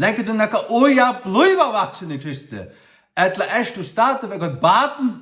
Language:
Faroese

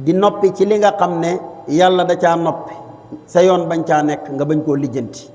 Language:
Wolof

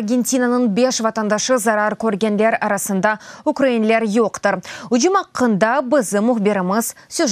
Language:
Crimean Tatar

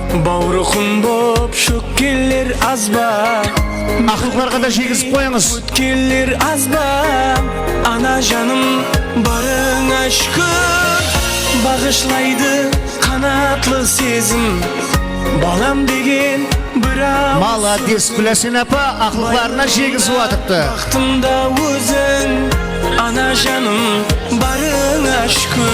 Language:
Kara-Kalpak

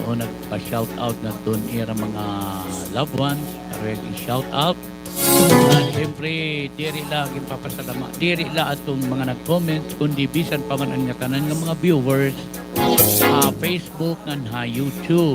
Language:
Waray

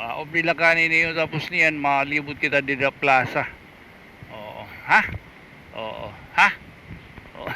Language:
Waray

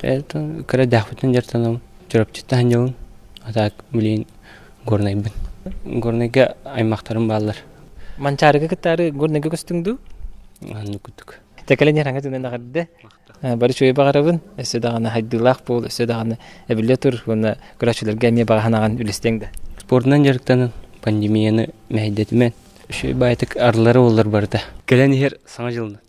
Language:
Yakut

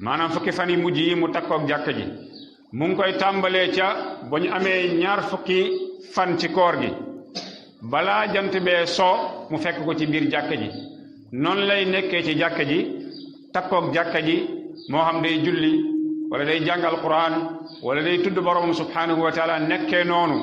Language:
Wolof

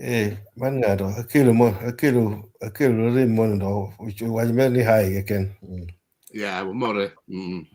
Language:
Acoli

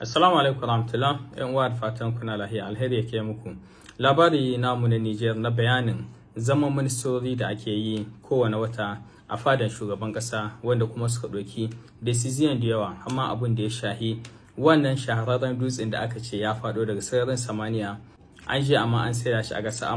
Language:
Hausa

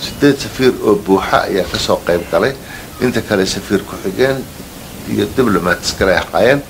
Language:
Somali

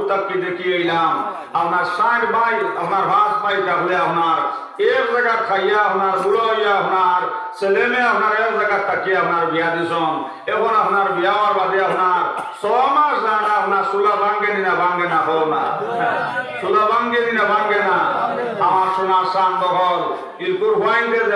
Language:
Sylheti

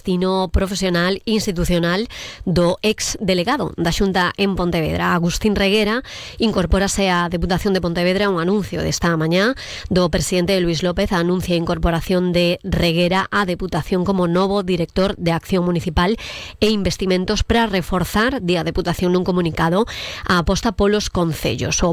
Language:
Galician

